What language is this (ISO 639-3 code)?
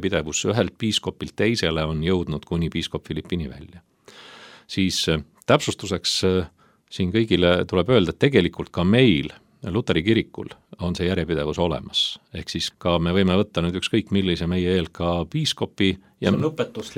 est